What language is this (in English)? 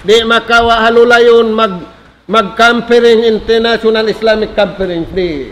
Tausug